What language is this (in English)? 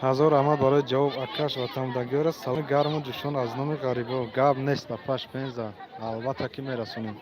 Tajik